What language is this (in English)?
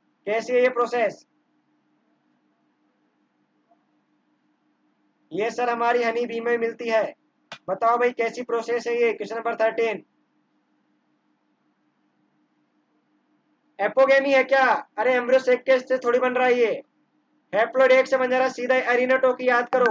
Hindi